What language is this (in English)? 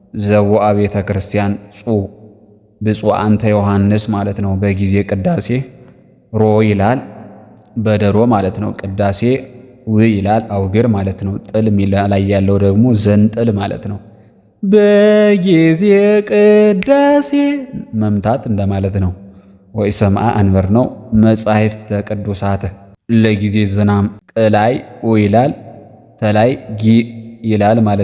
Amharic